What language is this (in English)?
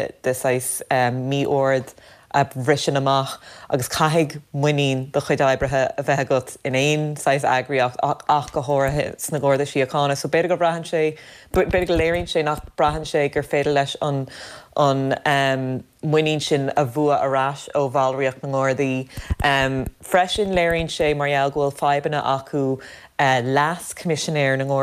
Irish